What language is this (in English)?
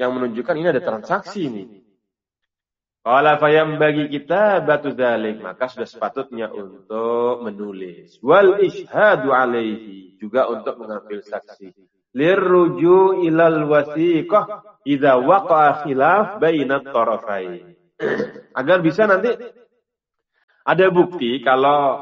Indonesian